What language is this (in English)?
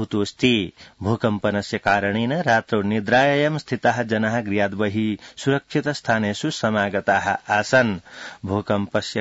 Sanskrit